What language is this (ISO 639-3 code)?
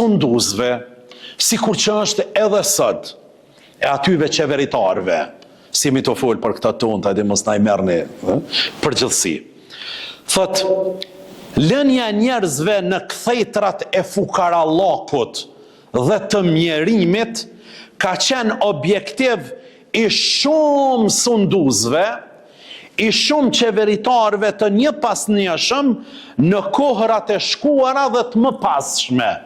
sqi